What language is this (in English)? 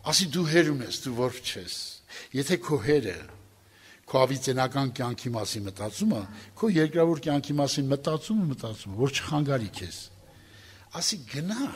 Armenian